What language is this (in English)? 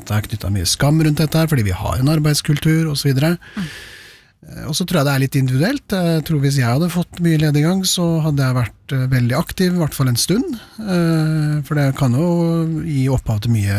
Norwegian